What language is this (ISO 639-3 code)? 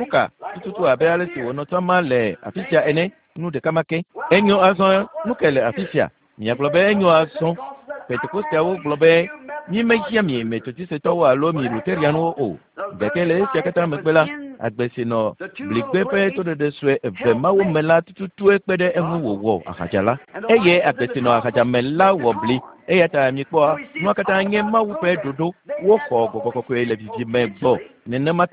ewe